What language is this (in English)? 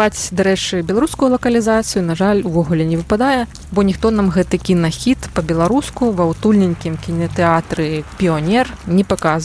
Belarusian